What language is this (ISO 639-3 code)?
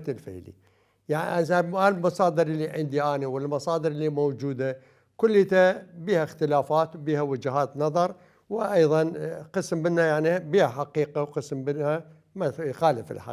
acm